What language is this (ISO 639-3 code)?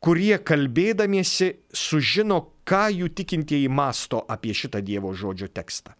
lit